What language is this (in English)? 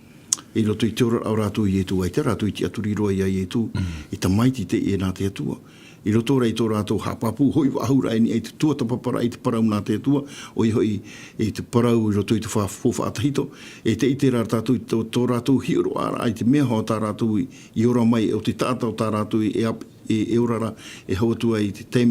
Tahitian